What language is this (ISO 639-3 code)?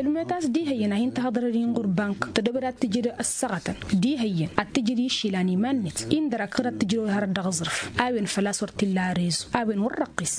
taq